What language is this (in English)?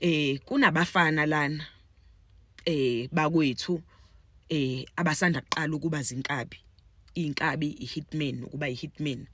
Zulu